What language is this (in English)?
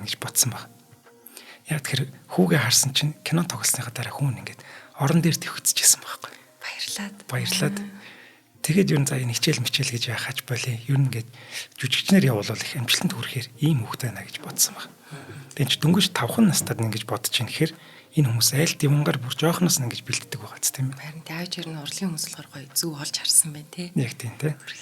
Mongolian